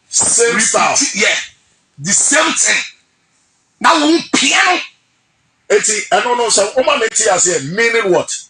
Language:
Akan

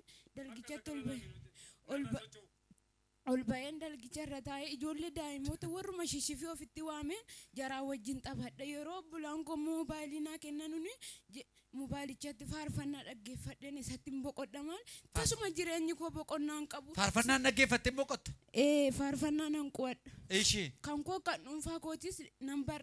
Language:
Oromo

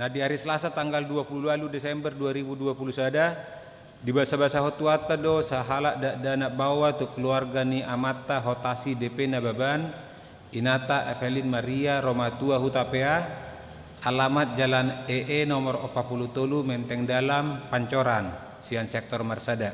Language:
Batak Toba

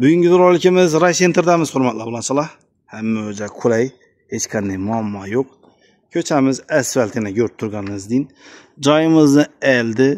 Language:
Uzbek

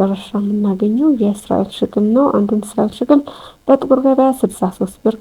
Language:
Amharic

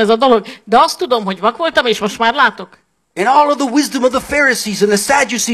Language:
Hungarian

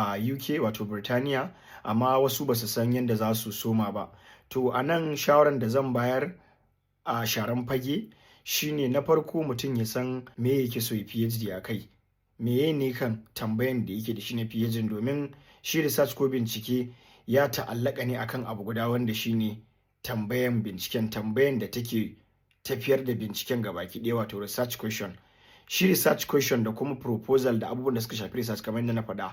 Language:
Hausa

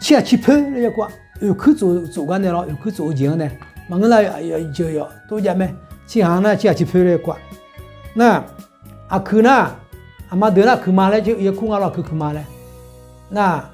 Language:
Akha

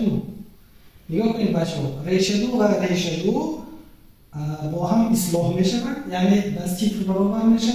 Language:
Tajik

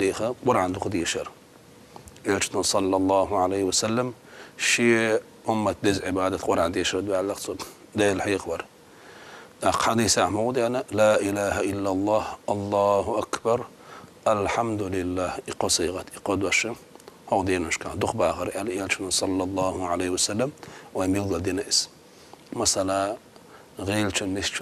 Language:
Chechen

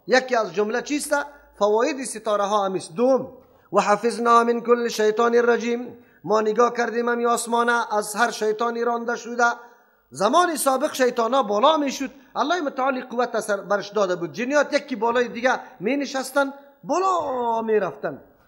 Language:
Persian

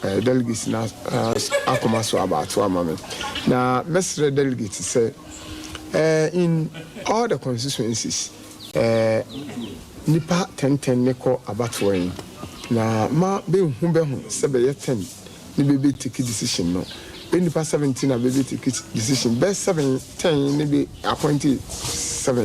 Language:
Akan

